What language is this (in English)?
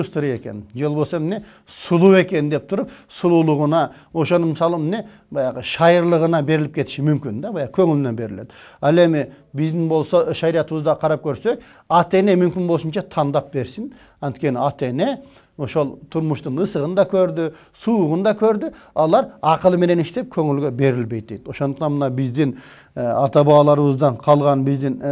Kyrgyz